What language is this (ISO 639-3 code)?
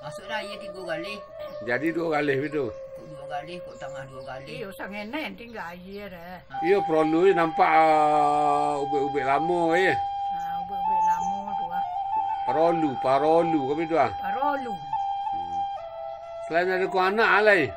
min